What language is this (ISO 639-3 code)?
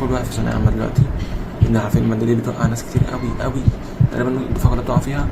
arz